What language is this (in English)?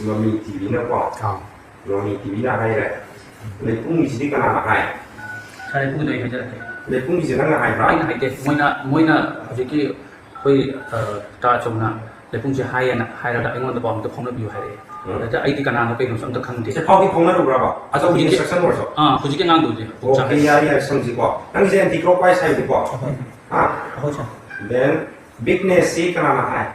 Manipuri